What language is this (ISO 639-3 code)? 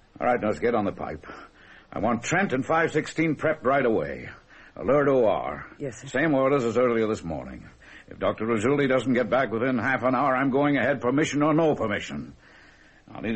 eng